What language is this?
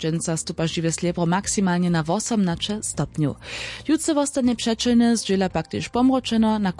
Upper Sorbian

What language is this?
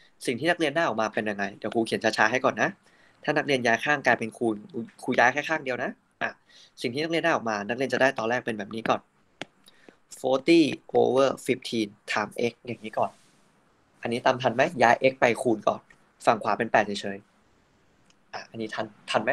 Thai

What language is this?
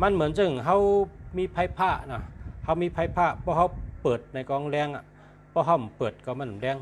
Shan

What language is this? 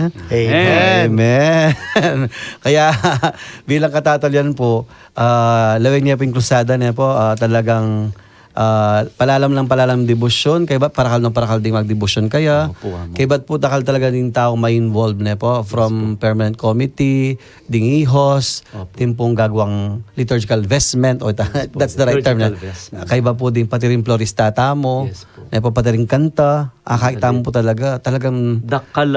Pampanga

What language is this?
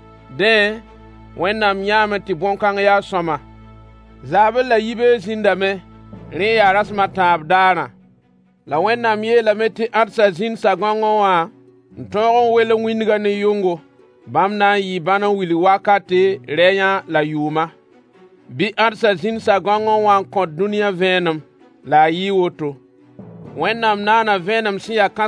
Mossi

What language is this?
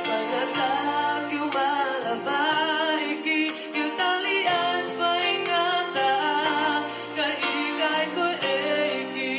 Tongan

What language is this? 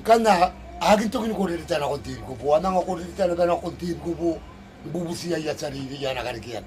Gilbertese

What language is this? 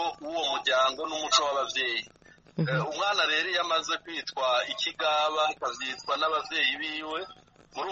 Kinyarwanda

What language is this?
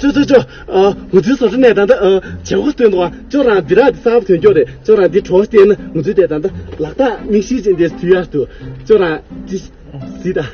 Tibetan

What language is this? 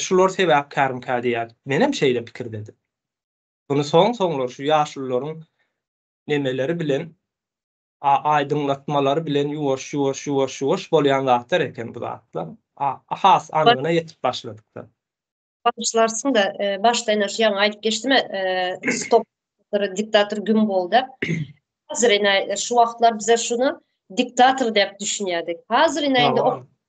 Turkmen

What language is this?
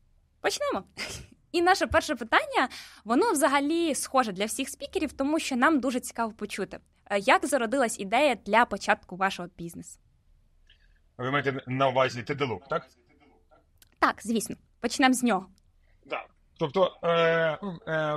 Ukrainian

